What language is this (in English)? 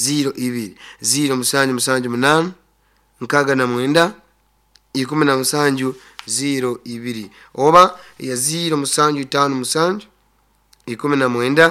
Nyoro